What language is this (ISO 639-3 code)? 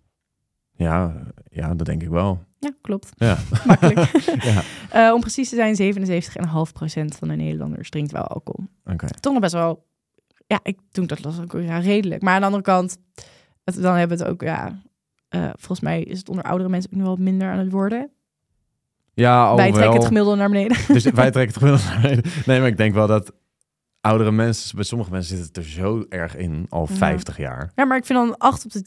nld